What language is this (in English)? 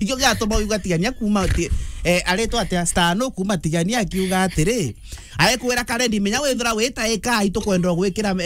Meru